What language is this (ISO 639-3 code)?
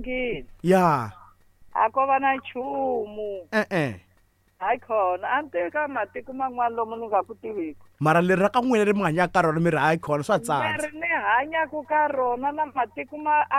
tso